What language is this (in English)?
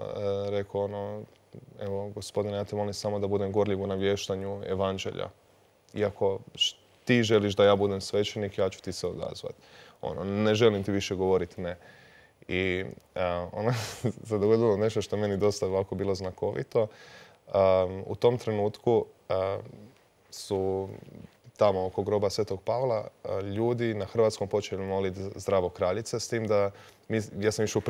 Croatian